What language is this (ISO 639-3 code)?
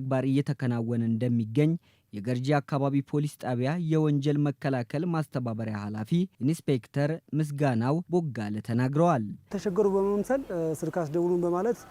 amh